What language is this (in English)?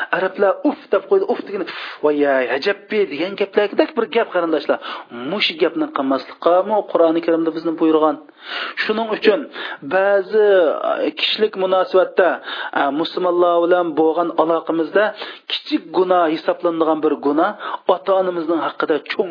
Uyghur